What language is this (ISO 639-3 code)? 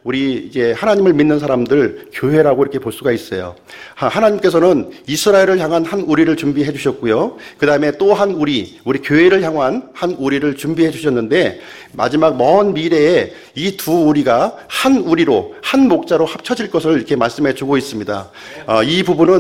kor